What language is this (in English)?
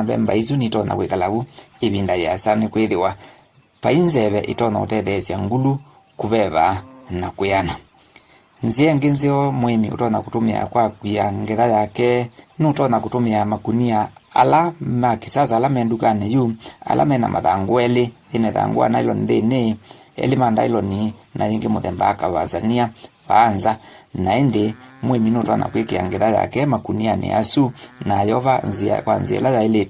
Kamba